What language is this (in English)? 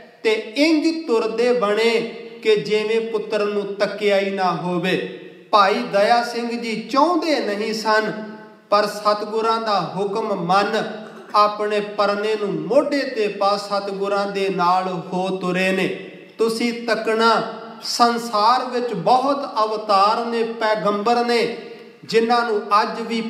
Punjabi